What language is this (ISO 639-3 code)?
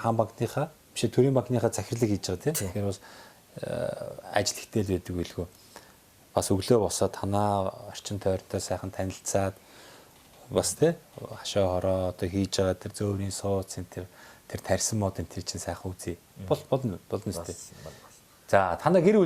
mon